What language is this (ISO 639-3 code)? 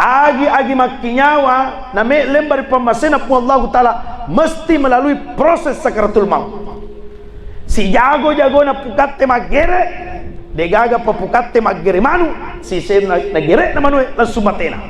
bug